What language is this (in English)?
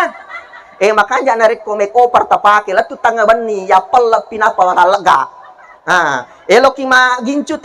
Buginese